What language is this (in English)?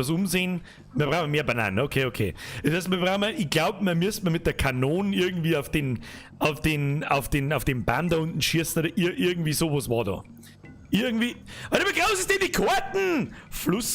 Bavarian